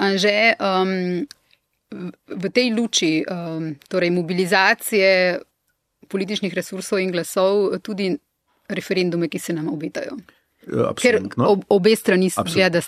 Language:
Slovenian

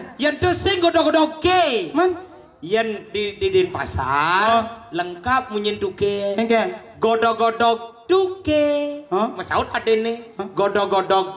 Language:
Balinese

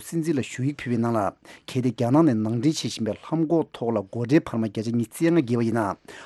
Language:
Tibetan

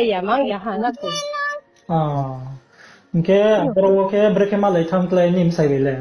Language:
Riang (India)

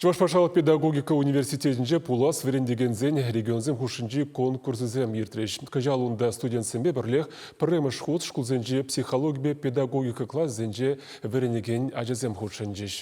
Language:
Chuvash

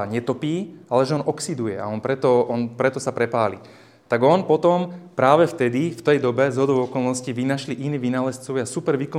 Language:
Slovak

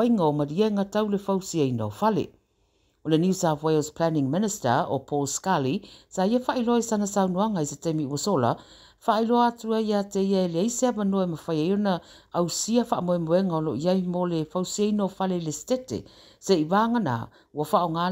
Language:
Samoan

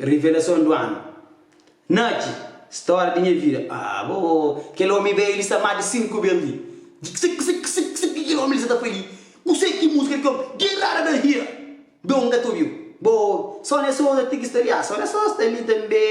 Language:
Kabuverdianu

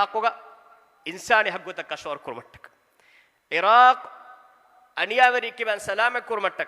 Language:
Divehi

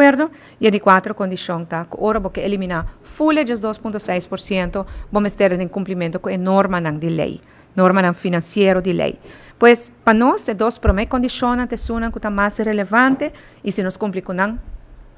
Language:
Papiamento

